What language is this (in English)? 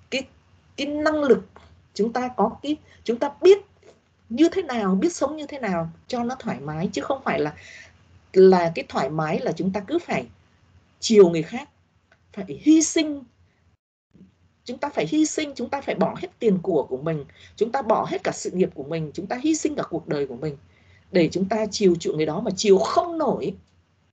Vietnamese